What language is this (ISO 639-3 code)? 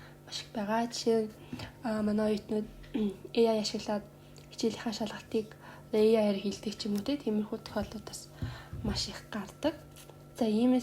mon